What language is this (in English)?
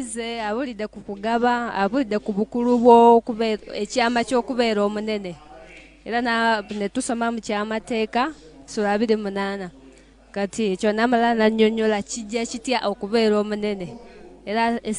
Ganda